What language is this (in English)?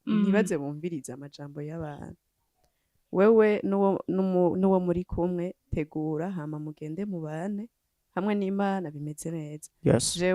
Rundi